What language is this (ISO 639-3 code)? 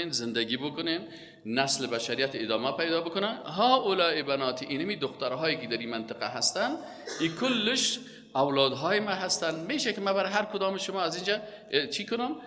fas